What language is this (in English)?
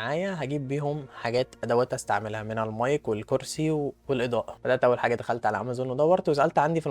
Egyptian Arabic